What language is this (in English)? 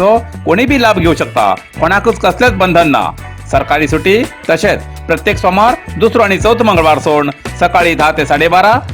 Konkani